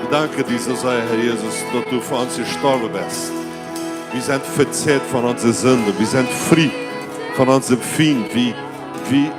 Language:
Plautdietsch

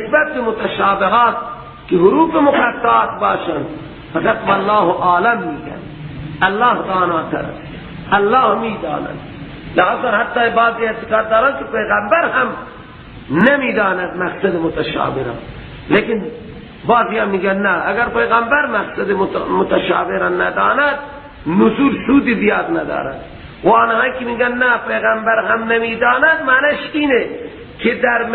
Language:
Persian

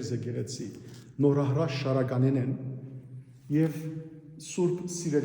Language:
Western Armenian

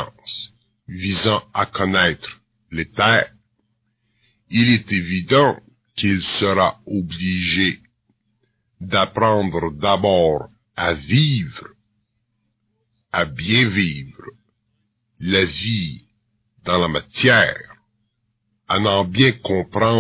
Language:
French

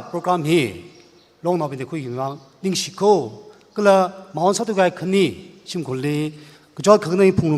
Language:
Tangkhul Naga (India)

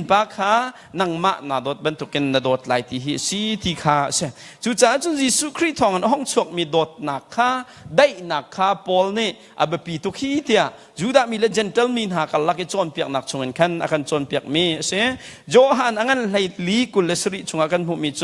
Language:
Hakha Chin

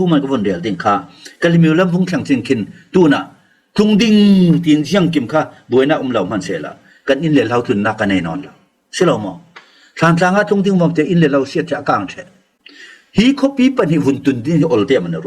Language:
Falam Chin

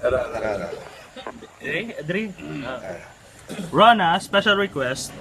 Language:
Hiligaynon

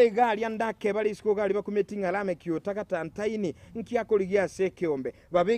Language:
Gusii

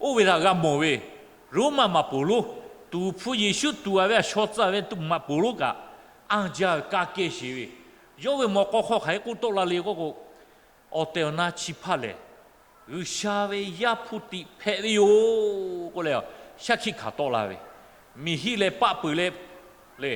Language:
Lahu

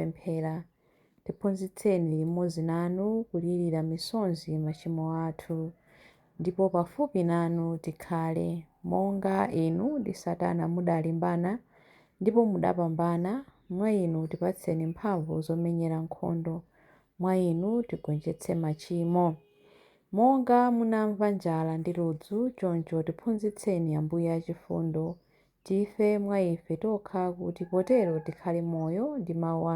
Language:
Nyanja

